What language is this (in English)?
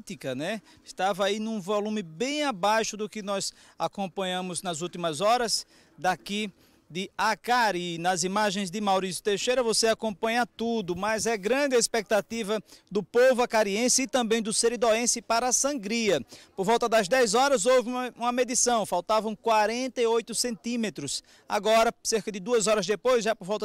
Portuguese